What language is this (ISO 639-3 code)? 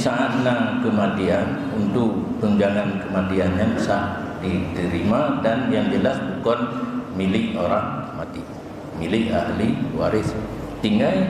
ace